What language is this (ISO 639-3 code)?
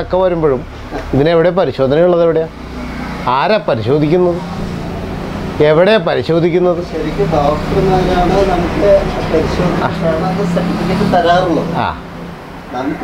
mal